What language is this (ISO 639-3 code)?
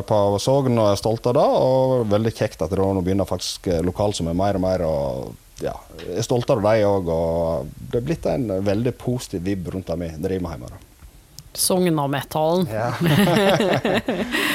nor